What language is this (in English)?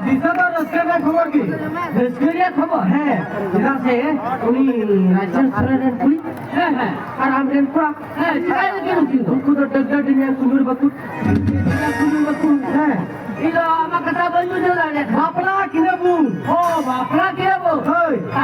Santali